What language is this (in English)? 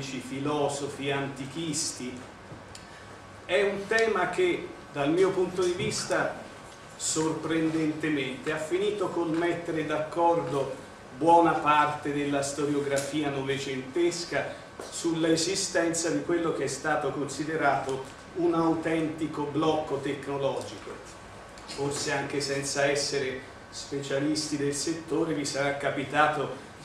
Italian